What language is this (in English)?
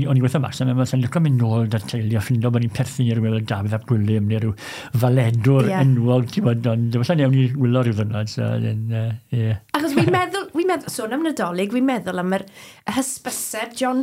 Welsh